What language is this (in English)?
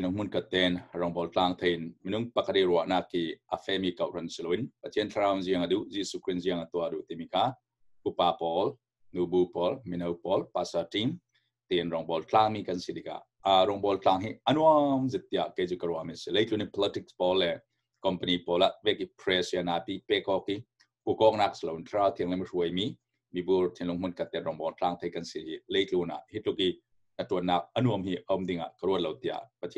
Falam Chin